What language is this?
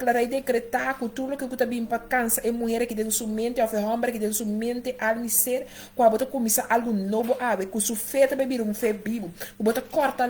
Papiamento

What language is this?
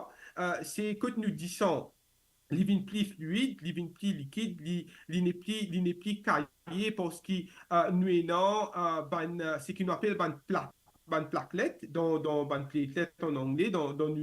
Morisyen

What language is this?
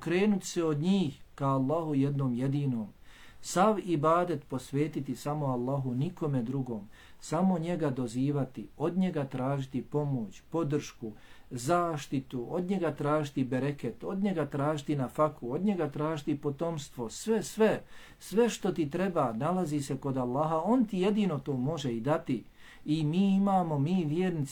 Bosnian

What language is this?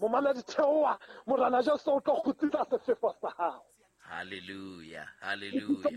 Southern Sotho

